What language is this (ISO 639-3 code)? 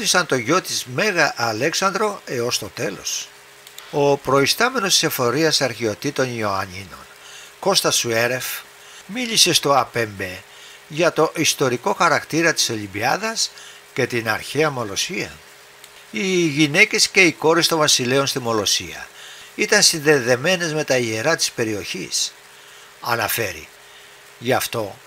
ell